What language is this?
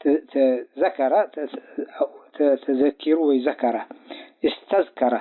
Tigrinya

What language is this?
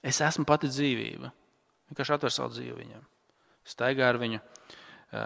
Latvian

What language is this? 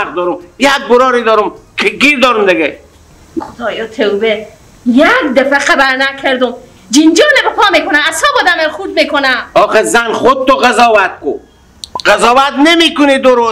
Persian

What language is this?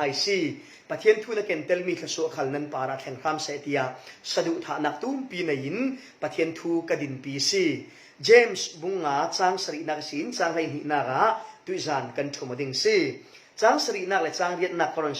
Falam Chin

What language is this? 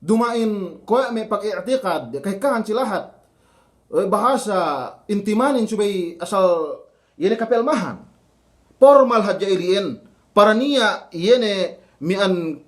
Yakan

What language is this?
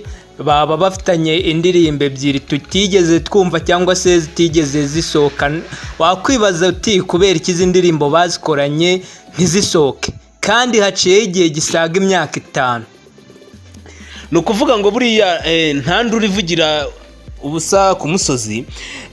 Kinyarwanda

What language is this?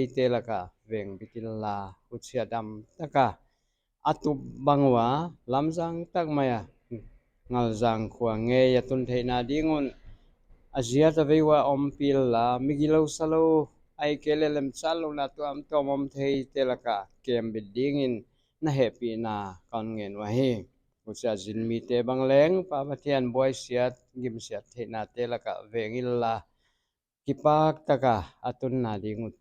Paite Chin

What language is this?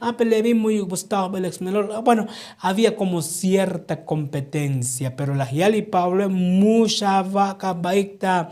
Tzotzil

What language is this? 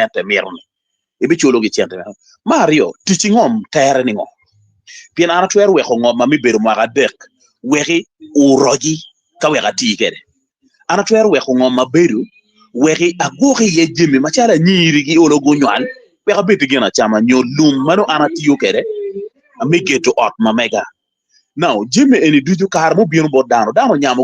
Acoli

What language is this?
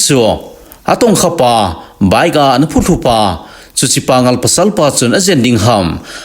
Thado Chin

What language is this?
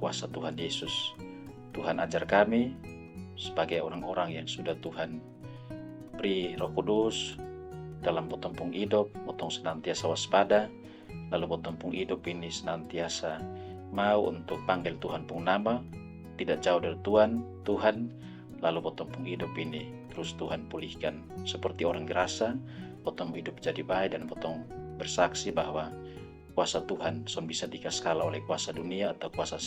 Kupang Malay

